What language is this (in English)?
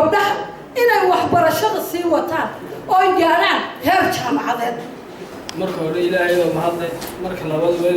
Somali